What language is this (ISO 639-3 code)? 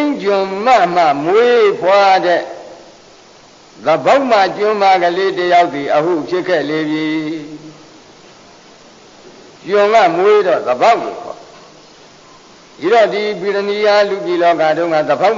mya